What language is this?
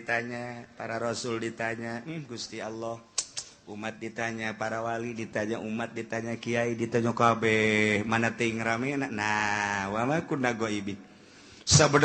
Sundanese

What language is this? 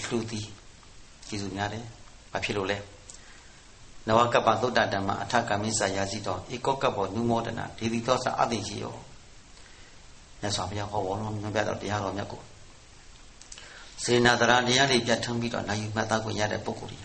Burmese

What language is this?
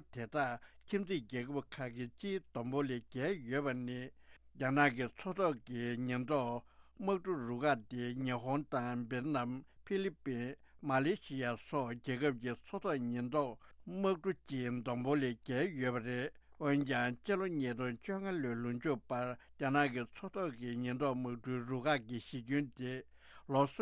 Tibetan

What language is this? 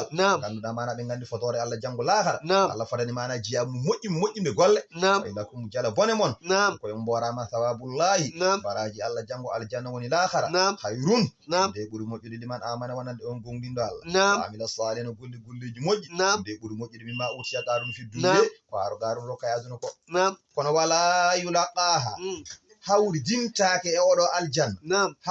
Fula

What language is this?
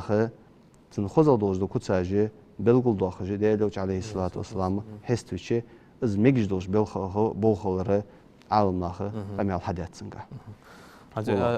Ingush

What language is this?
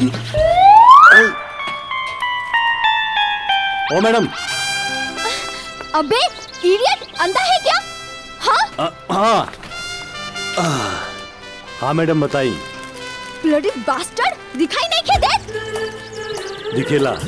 Bhojpuri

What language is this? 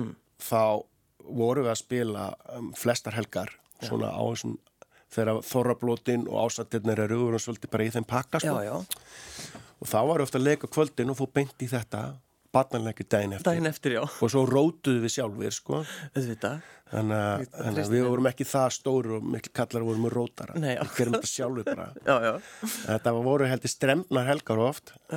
Icelandic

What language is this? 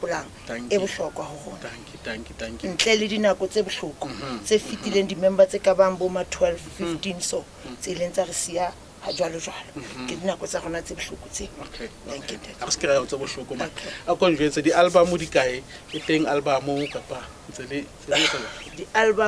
Southern Sotho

